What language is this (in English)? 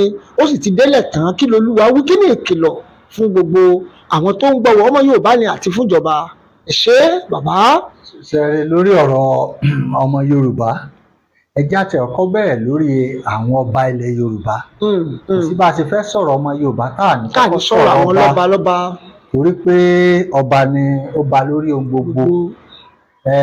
Yoruba